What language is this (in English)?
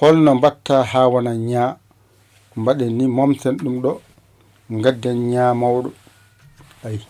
Fula